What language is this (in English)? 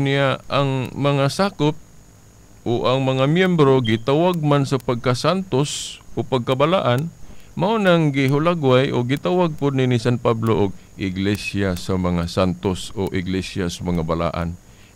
Cebuano